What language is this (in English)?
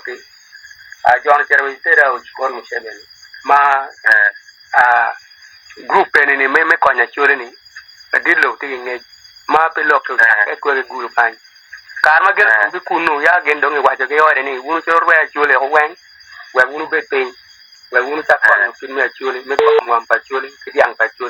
Acoli